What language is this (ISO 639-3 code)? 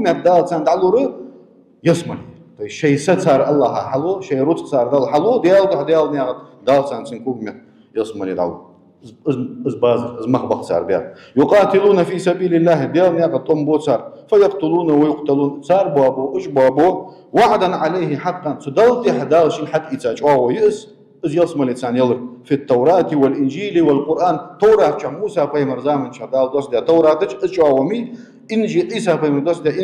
inh